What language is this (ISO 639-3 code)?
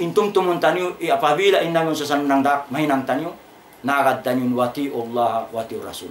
tsg